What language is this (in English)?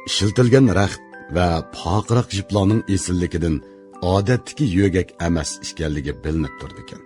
Uyghur